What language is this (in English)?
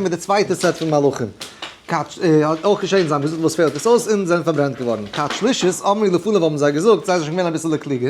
Yiddish